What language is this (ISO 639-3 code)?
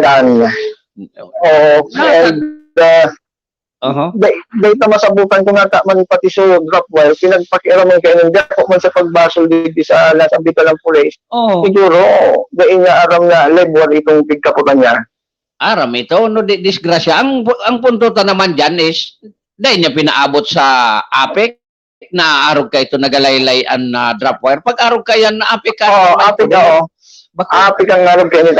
bik